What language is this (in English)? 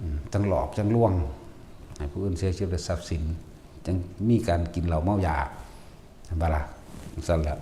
Northeastern Thai